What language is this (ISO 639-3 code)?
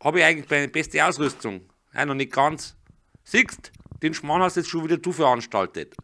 bar